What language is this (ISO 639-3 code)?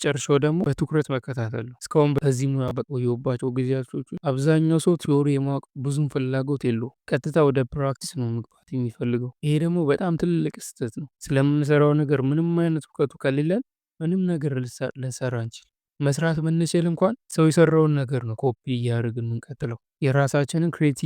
amh